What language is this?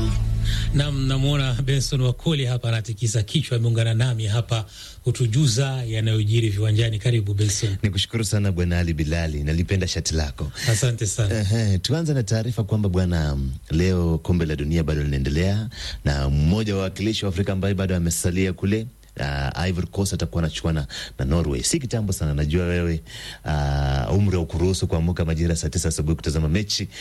Swahili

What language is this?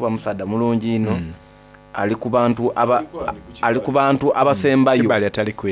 Soga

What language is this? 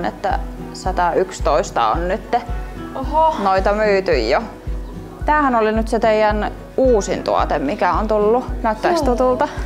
Finnish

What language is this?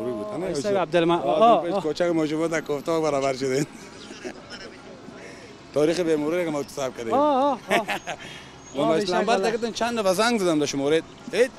Persian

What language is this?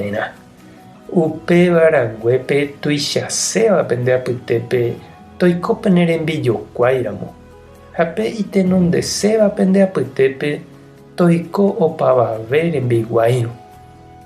Guarani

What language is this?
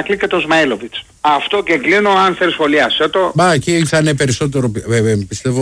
Greek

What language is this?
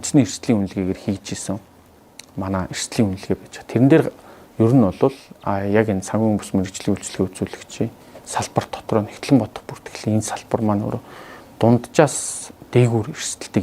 Mongolian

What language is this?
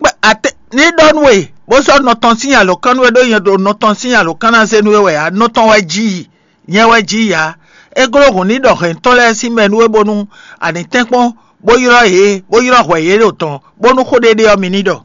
Fon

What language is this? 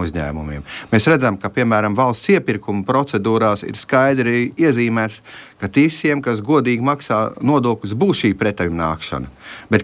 Latvian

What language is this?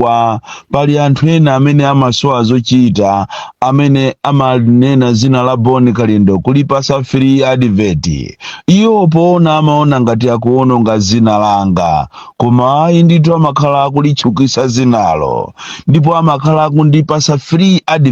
Nyanja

